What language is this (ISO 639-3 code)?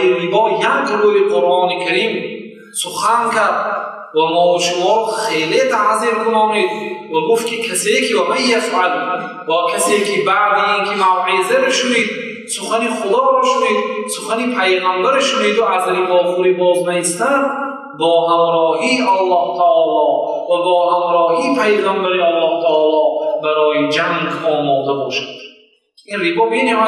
fas